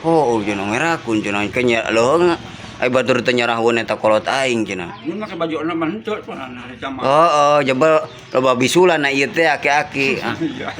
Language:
Sundanese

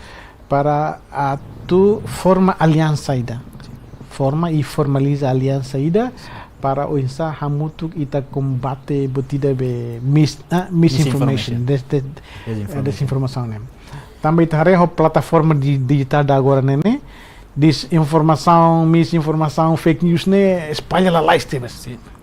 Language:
Tetum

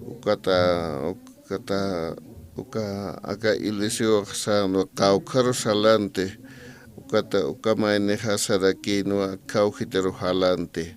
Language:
Aymara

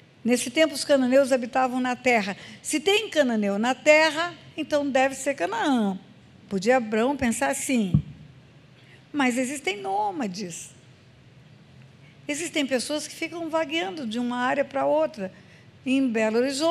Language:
Portuguese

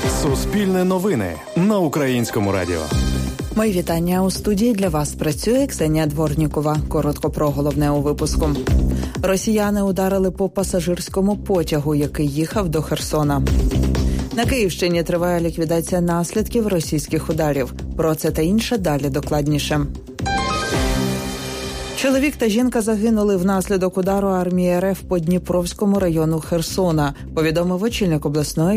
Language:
Ukrainian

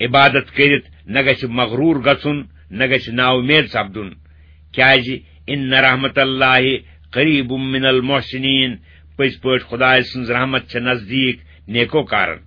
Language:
Kashmiri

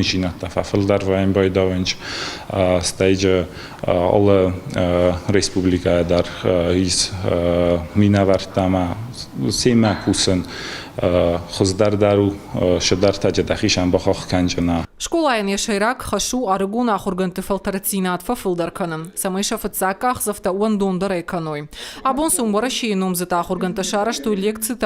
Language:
Ossetic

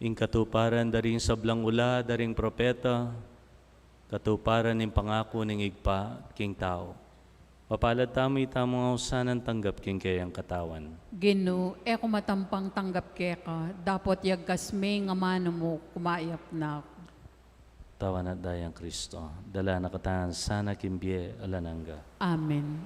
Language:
Pampanga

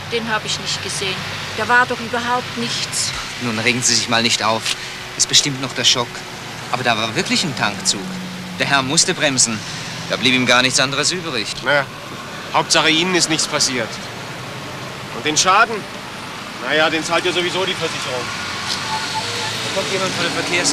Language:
German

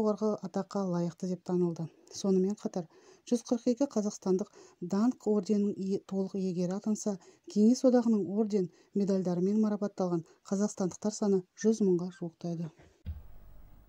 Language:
Kazakh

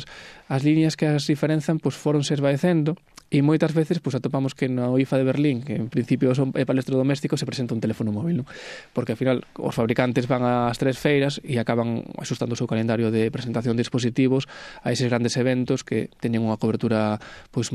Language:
Galician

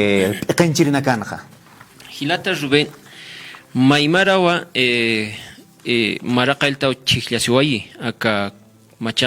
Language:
Aymara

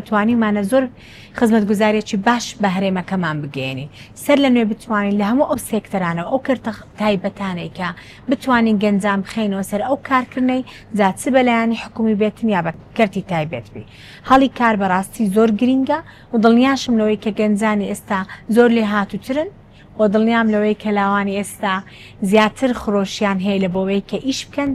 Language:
Central Kurdish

